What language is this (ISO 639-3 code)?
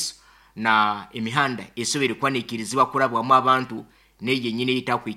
nyn